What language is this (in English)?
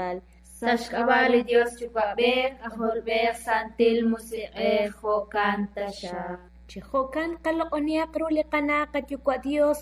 Kekchí